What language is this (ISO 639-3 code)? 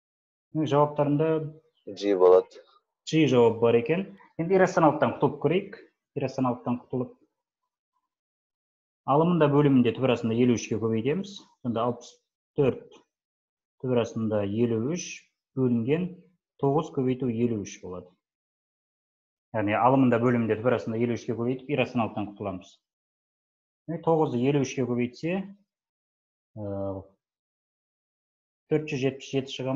kaz